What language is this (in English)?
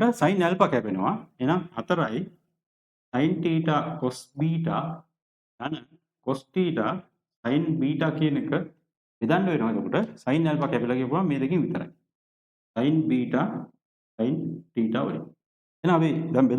Sinhala